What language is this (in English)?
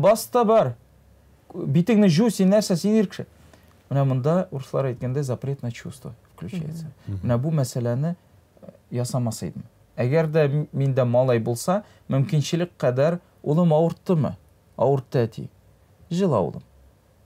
Tatar